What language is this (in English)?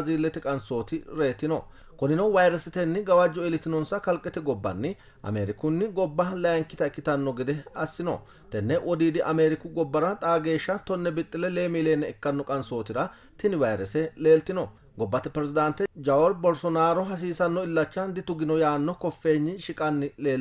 Sidamo